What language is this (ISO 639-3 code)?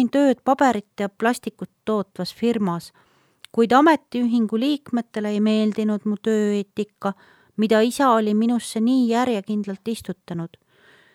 est